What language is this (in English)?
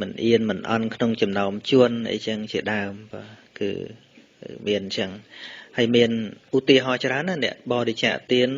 Khmer